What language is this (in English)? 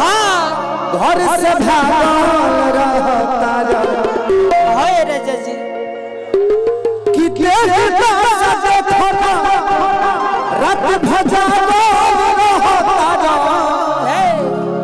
Bhojpuri